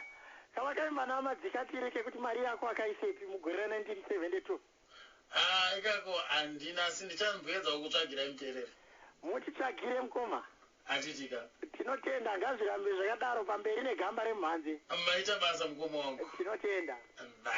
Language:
Shona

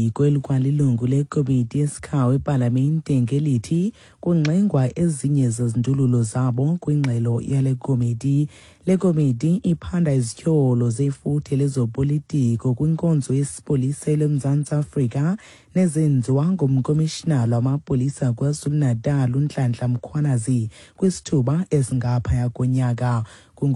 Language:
Xhosa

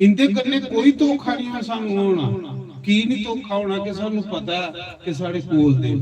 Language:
Dogri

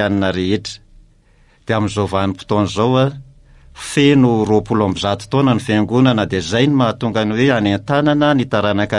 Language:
Malagasy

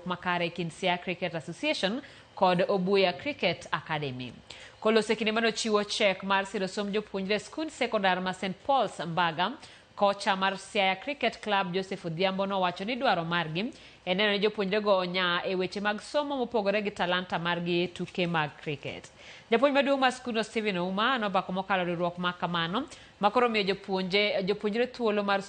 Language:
Luo (Kenya and Tanzania)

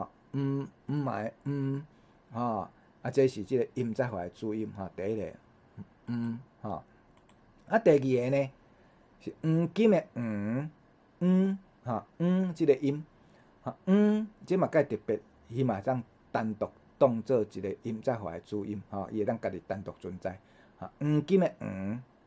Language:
Min Nan Chinese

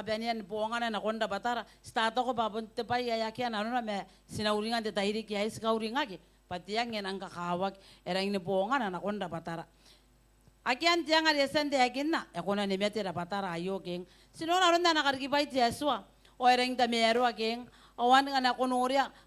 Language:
Gilbertese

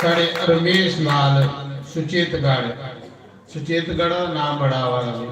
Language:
Dogri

